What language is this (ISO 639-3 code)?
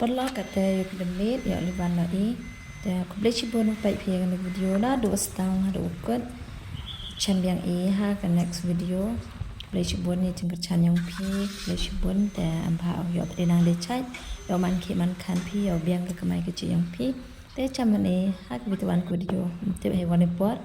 kha